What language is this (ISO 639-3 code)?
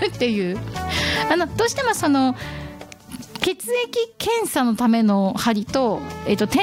jpn